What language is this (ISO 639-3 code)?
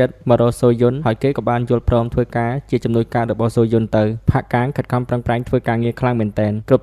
khm